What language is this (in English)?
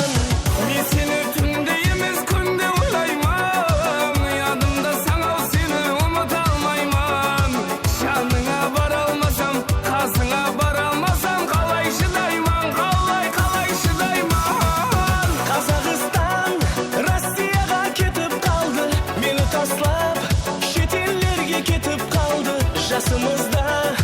Kara-Kalpak